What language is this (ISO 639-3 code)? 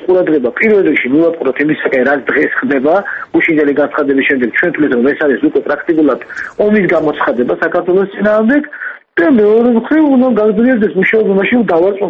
kat